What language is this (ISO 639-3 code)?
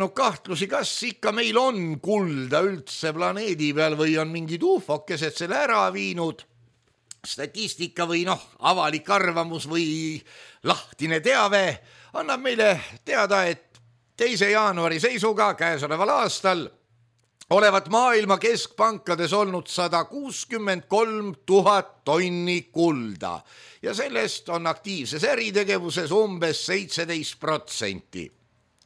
est